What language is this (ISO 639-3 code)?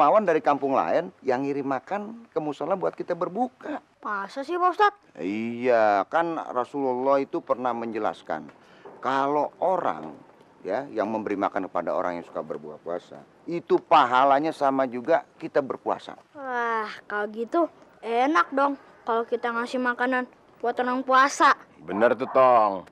bew